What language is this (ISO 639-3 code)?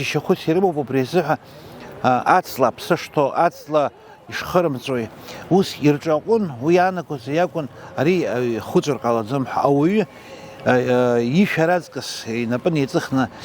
abk